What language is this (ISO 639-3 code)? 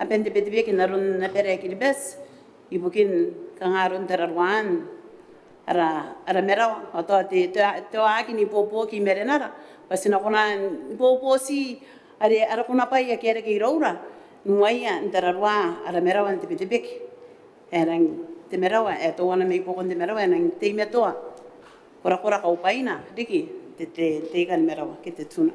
gil